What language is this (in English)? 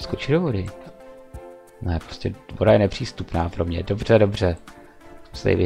Czech